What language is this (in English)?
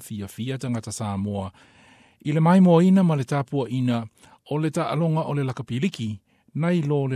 Samoan